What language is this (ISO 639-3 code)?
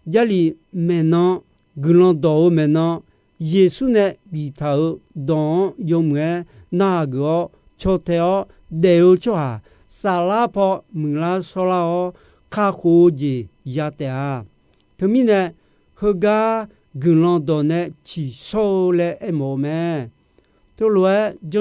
ahk